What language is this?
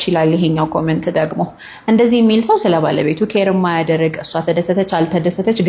Amharic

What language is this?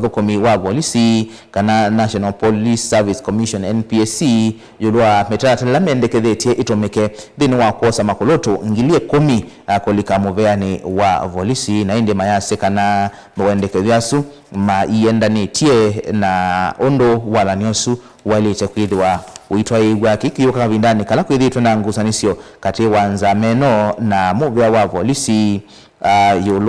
Kamba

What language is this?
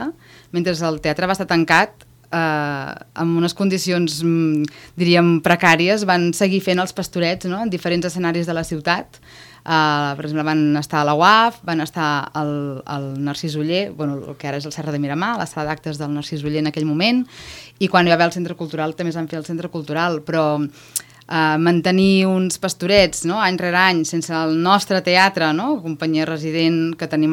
Catalan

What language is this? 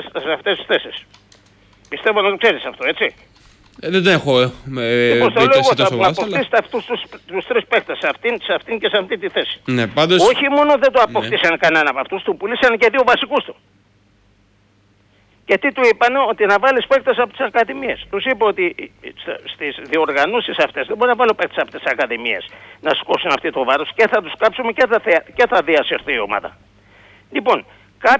Greek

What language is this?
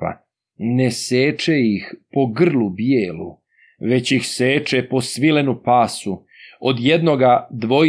Serbian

